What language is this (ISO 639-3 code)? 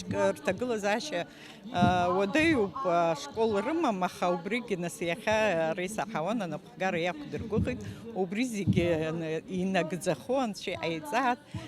abk